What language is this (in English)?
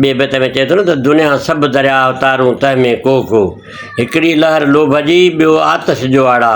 Sindhi